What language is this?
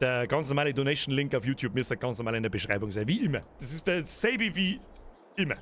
Bavarian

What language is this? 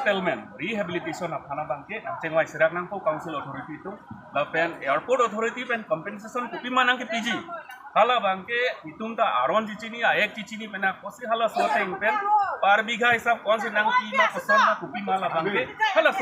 Karbi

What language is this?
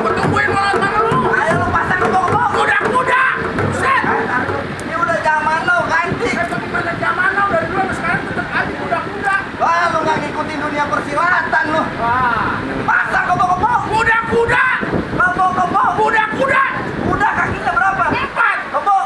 Betawi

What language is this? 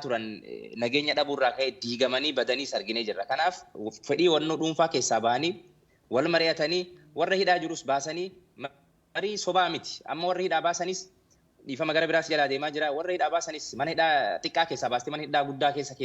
Oromo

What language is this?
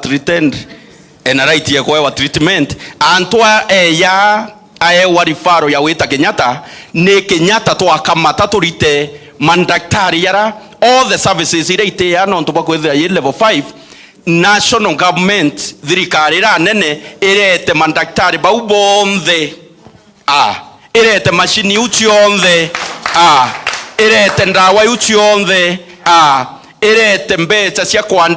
Meru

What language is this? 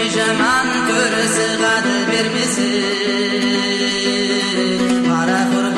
Kazakh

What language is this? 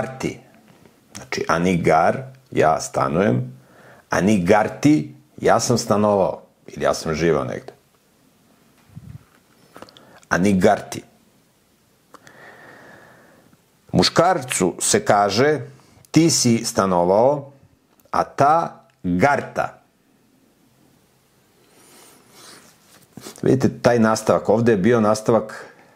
Serbian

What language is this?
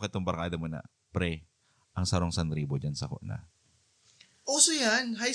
Bikol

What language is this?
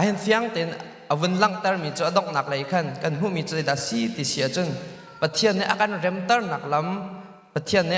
Hakha Chin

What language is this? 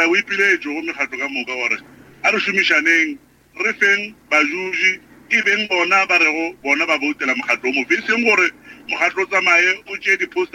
Northern Sotho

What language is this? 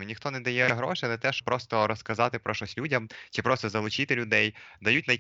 Ukrainian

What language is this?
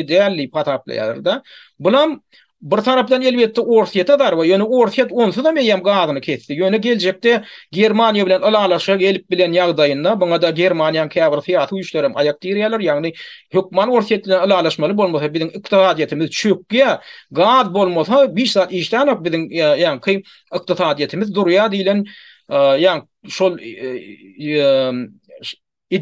Turkmen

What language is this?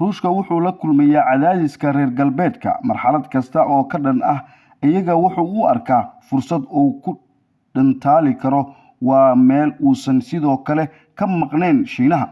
Somali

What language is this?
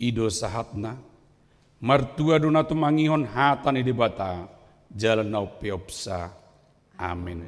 Batak Toba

